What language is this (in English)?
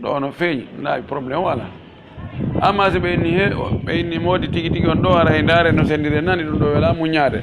Pular